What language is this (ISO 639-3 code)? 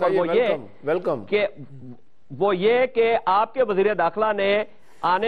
urd